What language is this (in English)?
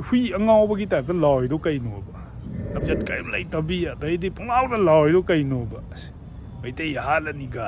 Manipuri